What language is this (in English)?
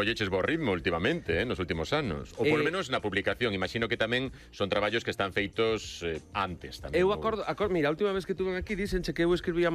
Galician